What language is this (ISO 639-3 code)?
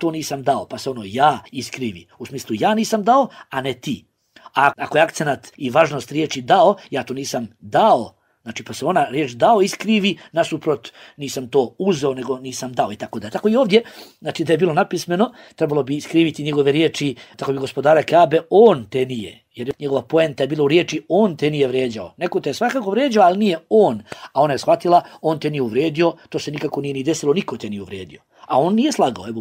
bos